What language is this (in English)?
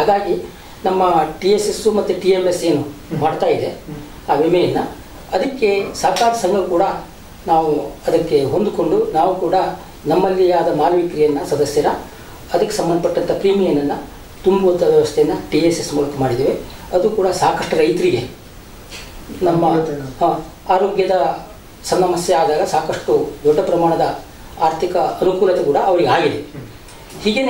Kannada